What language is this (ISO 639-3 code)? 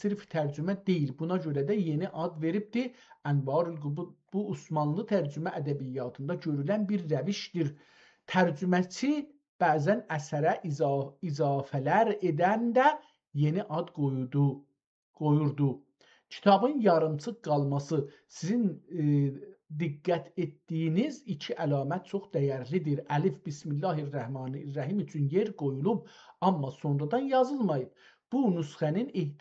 azb